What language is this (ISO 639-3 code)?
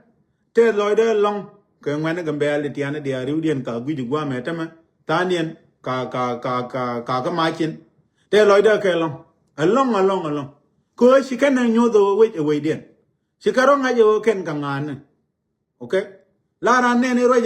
nus